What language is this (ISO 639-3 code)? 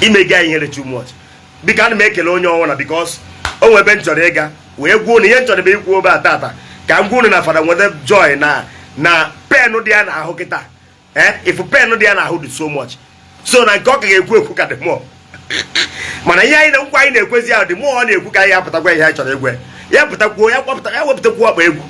ibo